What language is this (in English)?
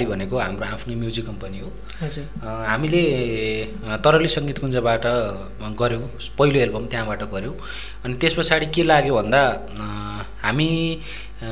Nepali